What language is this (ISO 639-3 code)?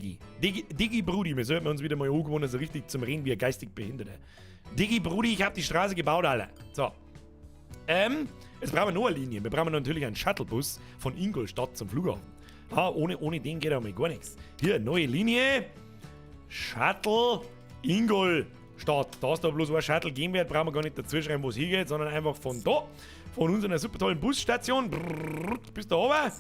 bar